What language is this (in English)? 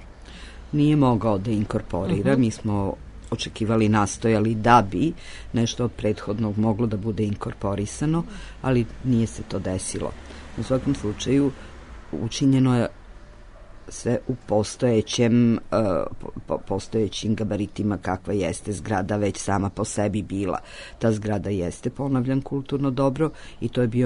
Serbian